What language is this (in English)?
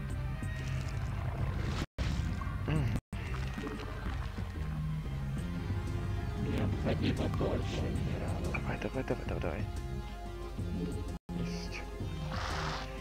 Russian